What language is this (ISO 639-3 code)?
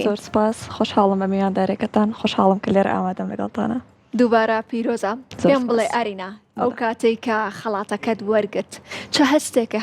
ckb